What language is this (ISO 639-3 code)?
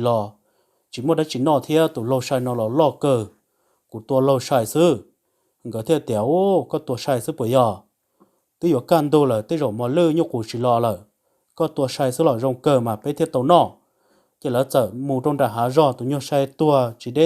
hmn